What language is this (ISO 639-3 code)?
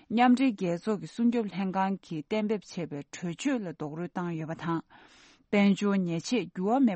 bod